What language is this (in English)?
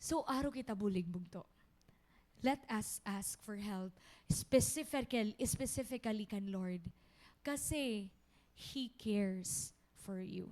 Waray